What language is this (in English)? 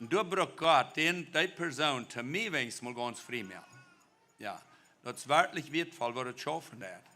Plautdietsch